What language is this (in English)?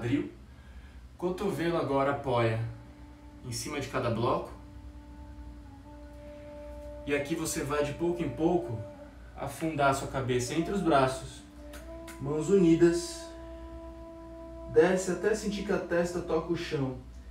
Portuguese